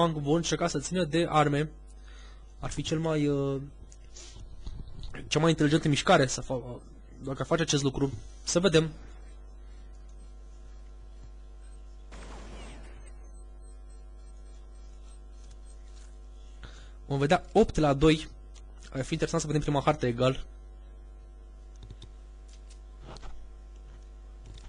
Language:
Romanian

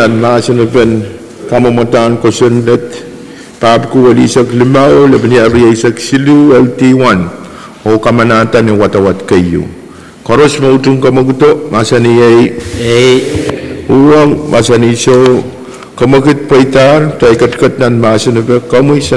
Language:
Pohnpeian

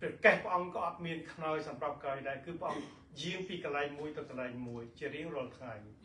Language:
Khmer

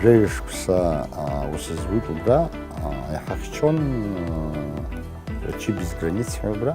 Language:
Abkhazian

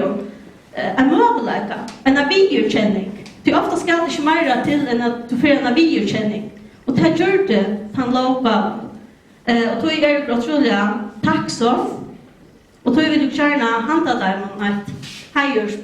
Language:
Faroese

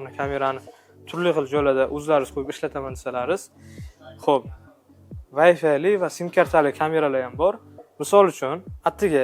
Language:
Uzbek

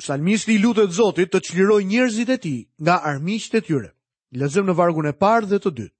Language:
Albanian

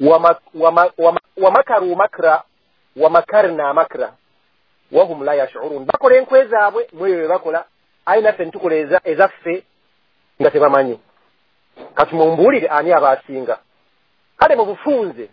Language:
Ganda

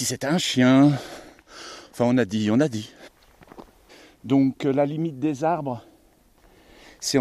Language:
French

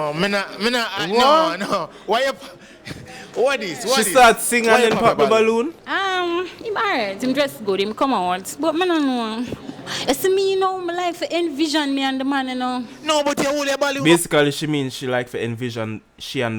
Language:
Jamaican Creole English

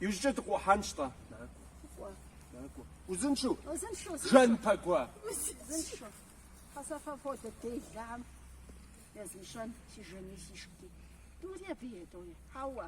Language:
Kabardian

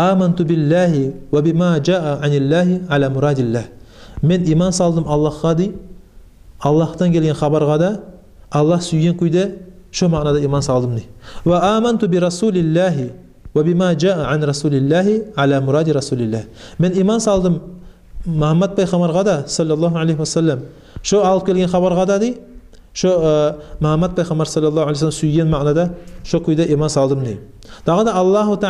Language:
Kumyk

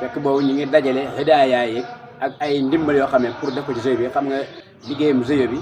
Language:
Wolof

